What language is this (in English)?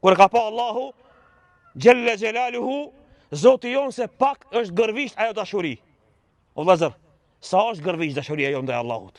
Albanian